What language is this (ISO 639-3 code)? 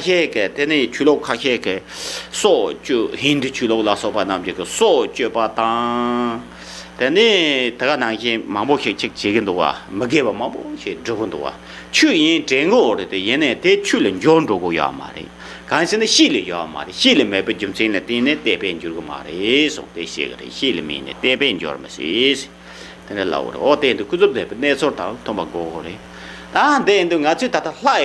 bod